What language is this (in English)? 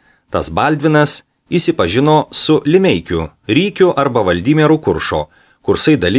Lithuanian